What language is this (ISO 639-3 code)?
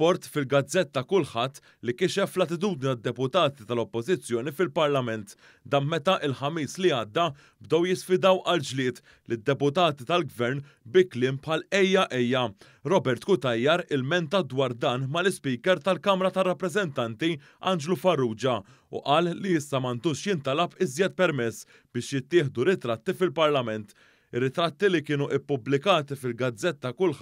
mlt